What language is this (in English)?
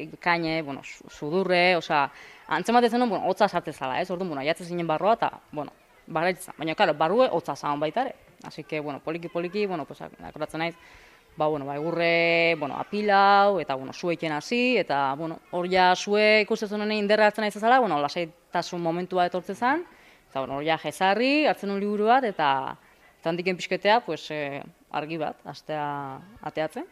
Basque